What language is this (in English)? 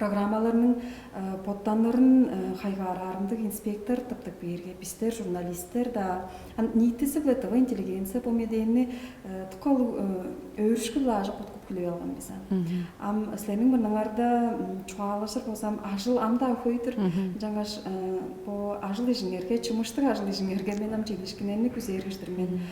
Tuvinian